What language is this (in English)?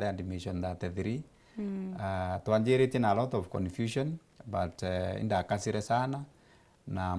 Meru